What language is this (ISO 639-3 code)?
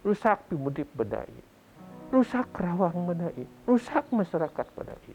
bth